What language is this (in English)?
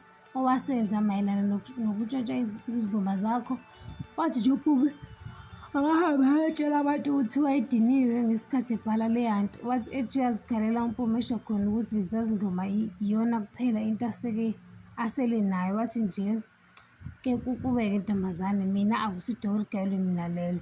Zulu